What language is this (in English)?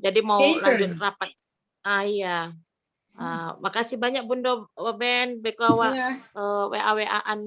Minangkabau